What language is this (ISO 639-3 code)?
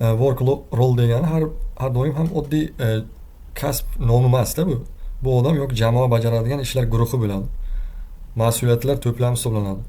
uzb